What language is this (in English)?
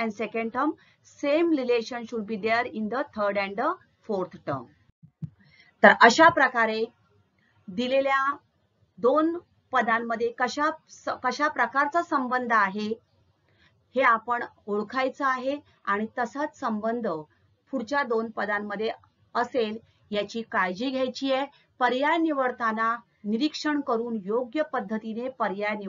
Marathi